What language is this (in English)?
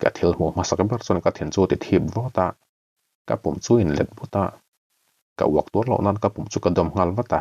Mizo